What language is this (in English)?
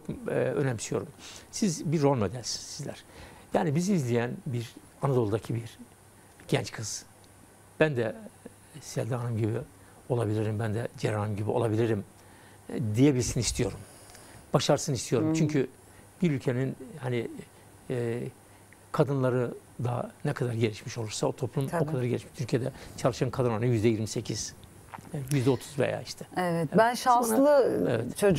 Turkish